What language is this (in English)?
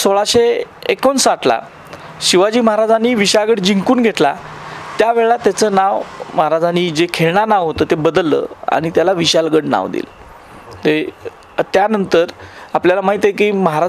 Marathi